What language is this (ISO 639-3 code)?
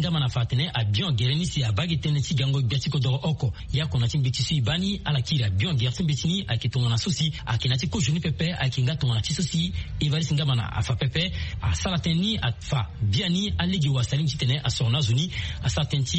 sag